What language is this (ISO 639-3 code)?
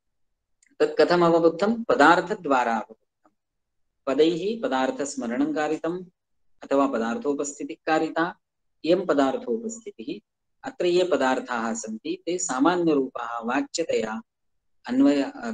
san